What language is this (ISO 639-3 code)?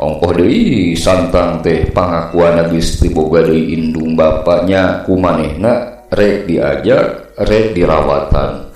sun